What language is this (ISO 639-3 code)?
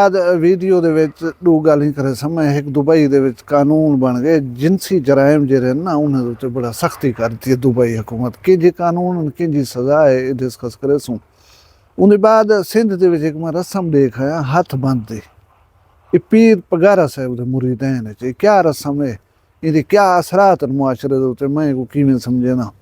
skr